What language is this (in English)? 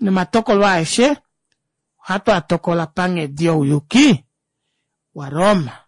Kuanyama